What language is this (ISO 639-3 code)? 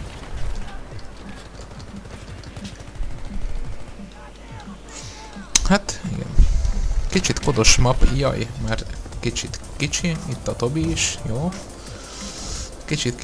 hun